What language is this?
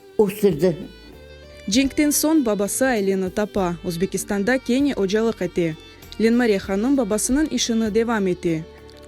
Crimean Tatar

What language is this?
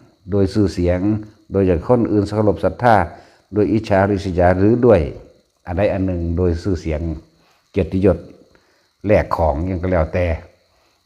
Northeastern Thai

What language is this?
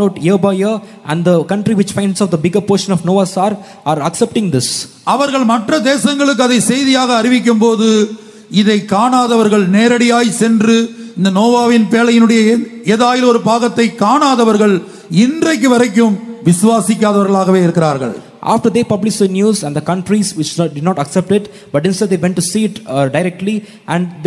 Tamil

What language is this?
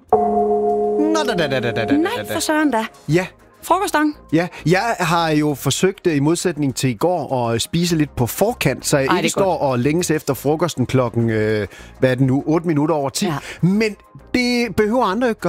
Danish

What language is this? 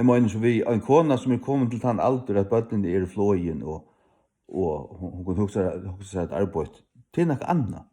Faroese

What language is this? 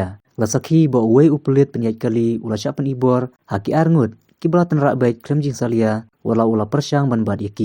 Khasi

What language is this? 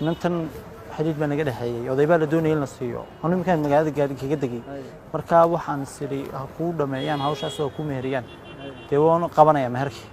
Somali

